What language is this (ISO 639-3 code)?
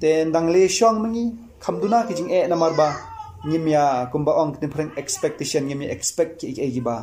kha